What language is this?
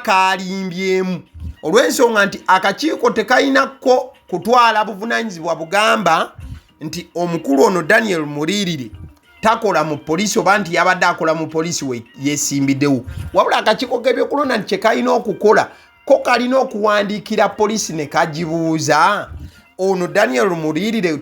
Ganda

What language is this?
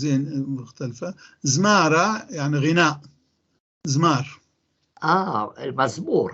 North Levantine Arabic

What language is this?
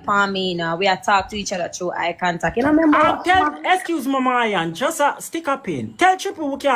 Jamaican Creole English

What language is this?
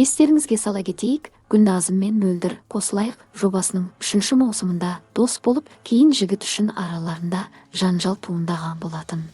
Kazakh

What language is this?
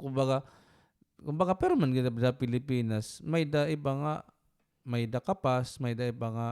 Waray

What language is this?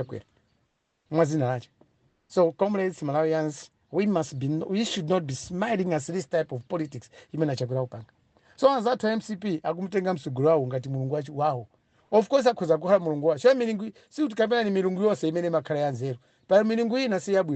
Nyanja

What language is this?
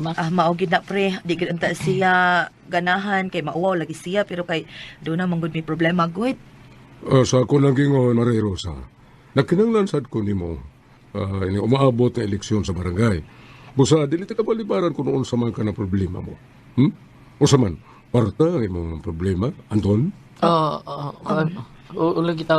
Cebuano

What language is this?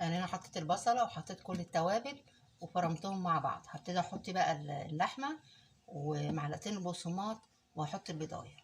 Egyptian Arabic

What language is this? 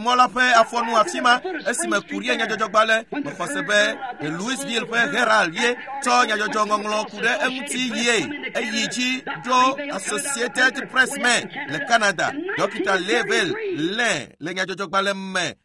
Ewe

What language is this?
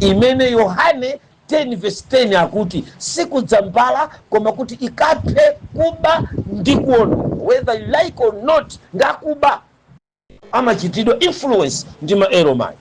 Nyanja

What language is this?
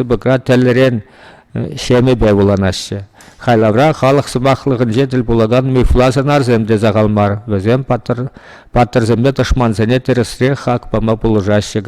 Chuvash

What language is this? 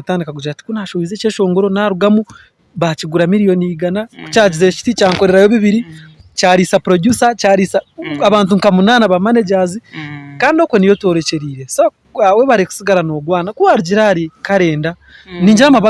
Nyankole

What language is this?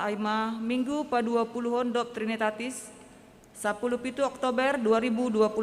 Batak Simalungun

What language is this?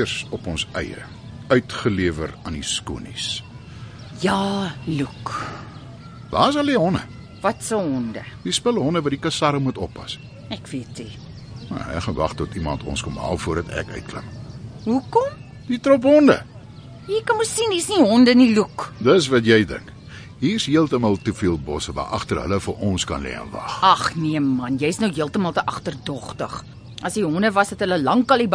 Afrikaans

